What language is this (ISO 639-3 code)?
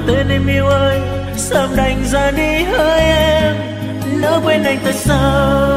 vie